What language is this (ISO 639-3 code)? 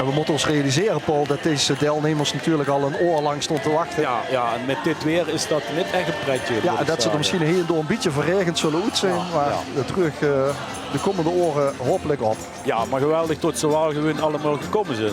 lim